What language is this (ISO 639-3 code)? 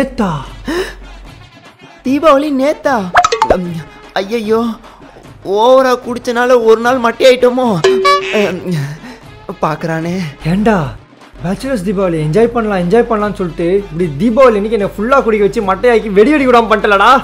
tam